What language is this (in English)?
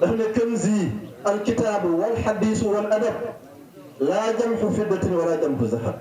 Wolof